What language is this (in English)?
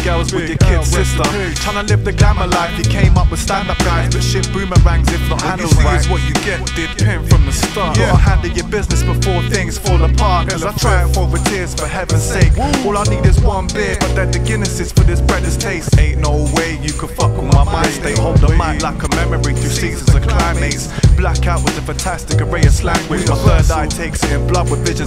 English